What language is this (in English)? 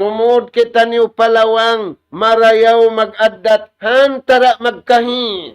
Tausug